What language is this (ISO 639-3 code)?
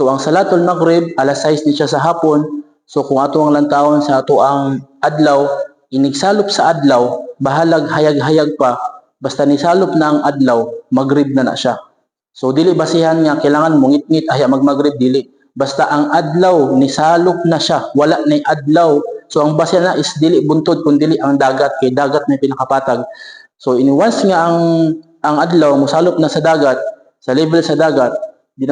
ceb